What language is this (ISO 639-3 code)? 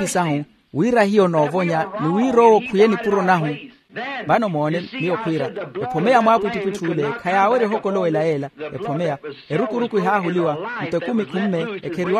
vmw